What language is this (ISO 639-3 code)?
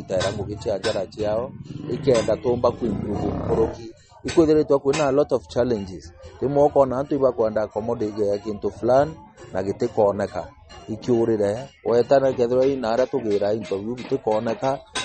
mer